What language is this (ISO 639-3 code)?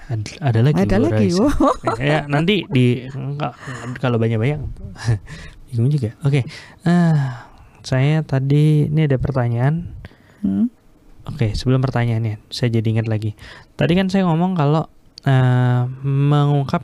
ind